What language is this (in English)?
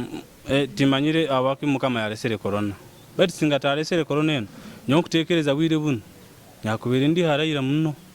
Nyoro